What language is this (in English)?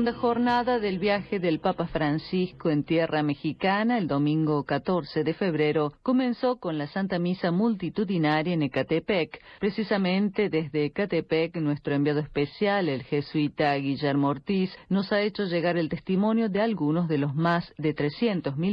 Spanish